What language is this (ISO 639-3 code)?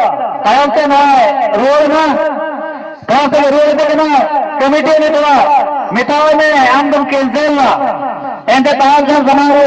sat